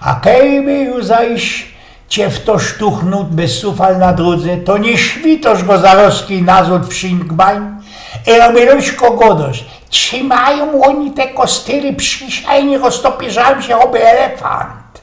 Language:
Silesian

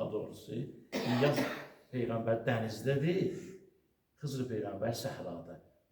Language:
Azerbaijani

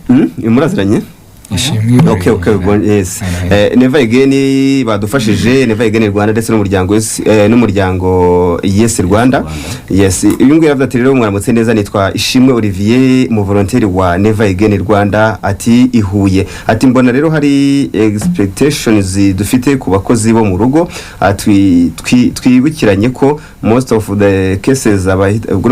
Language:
Kinyarwanda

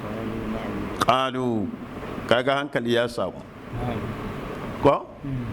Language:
Hausa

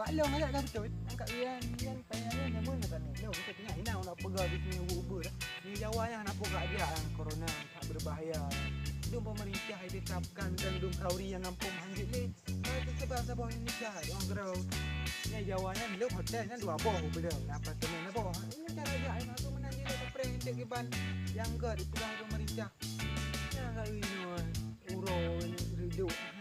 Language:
Achinese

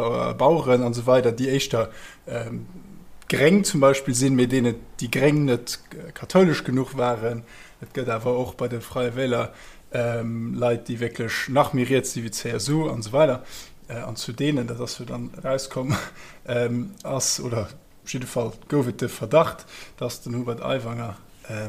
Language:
Luxembourgish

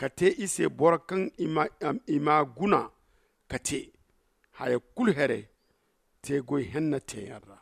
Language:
Zarma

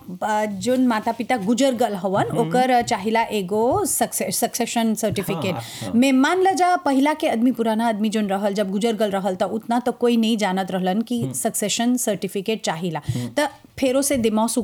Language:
Bhojpuri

